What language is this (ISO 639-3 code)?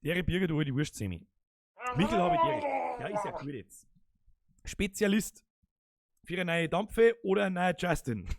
bar